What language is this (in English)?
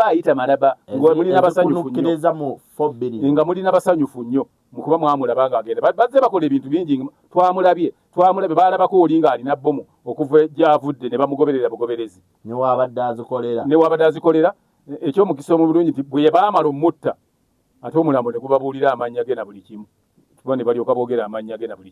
Ganda